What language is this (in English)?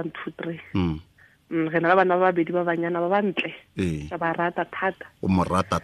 Tswana